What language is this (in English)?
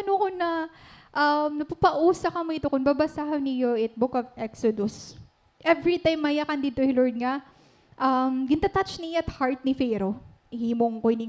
Waray